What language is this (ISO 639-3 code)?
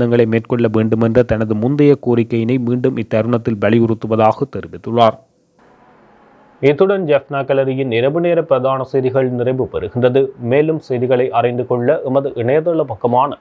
tam